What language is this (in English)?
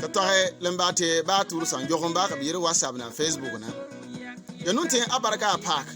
Bimoba